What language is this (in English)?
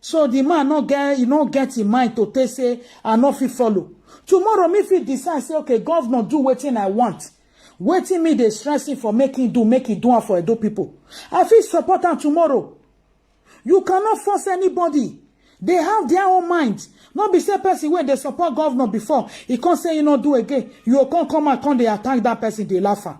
Nigerian Pidgin